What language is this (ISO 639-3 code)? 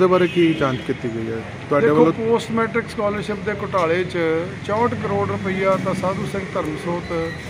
pan